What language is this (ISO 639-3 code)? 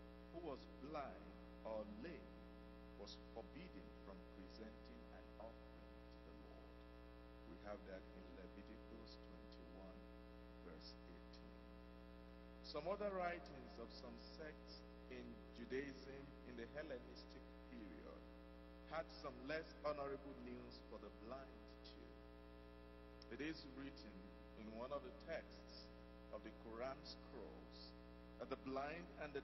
eng